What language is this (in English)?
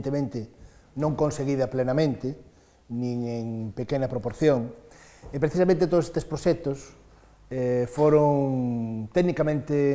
Galician